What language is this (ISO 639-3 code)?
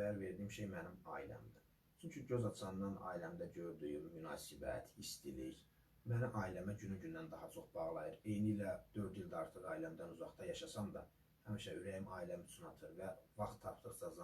aze